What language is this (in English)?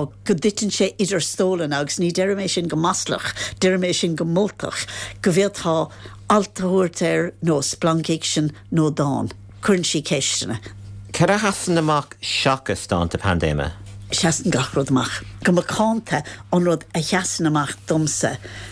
Irish